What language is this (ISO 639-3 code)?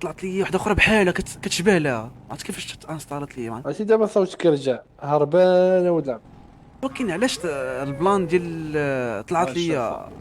ary